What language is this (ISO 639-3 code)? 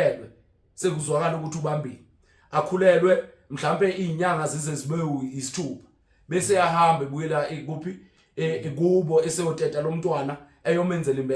zul